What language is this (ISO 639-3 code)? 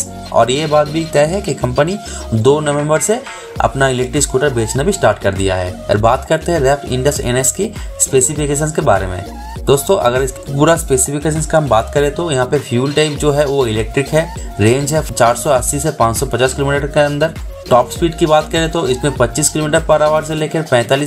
hin